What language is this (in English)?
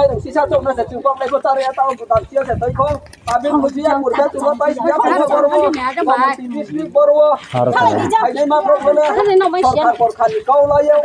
Riang (India)